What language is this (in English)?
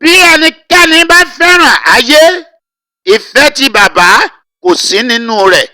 Yoruba